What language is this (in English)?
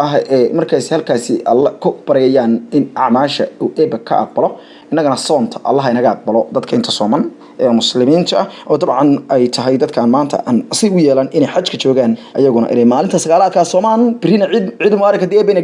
Somali